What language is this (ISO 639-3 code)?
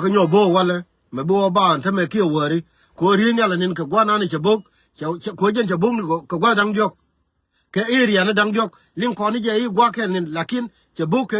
nus